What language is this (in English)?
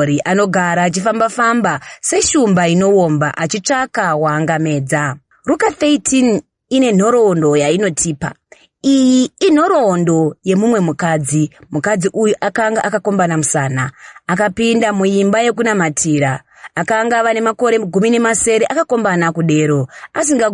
Shona